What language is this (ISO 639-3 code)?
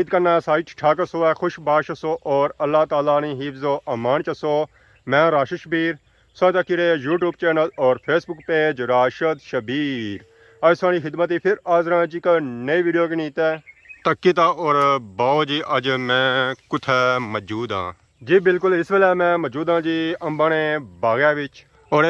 phr